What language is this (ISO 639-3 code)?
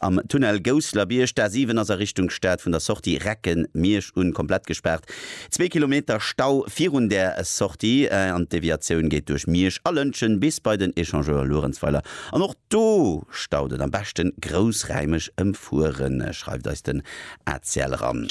ltz